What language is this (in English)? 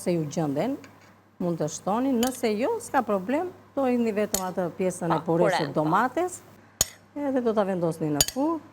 Albanian